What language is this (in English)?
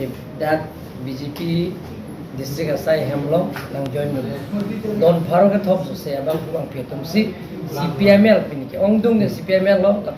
Karbi